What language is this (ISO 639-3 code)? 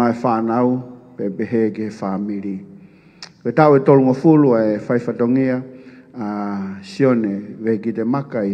ton